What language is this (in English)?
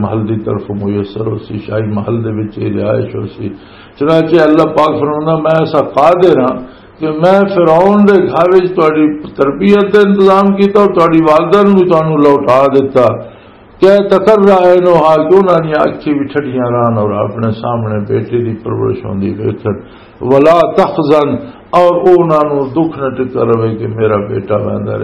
Western Panjabi